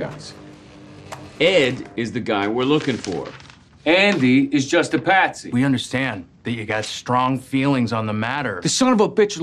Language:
English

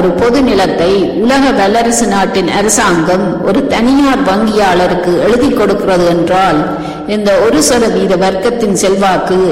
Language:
Tamil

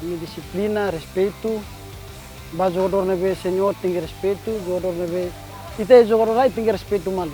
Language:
Tetum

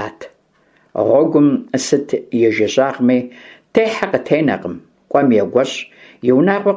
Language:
Kabardian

